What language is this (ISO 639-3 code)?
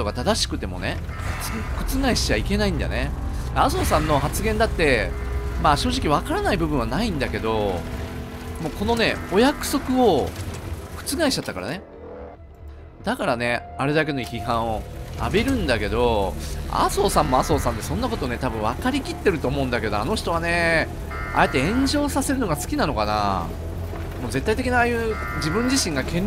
jpn